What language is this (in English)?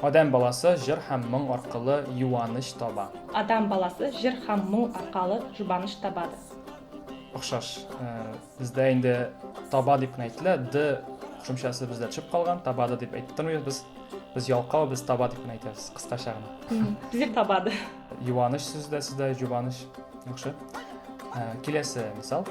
Tatar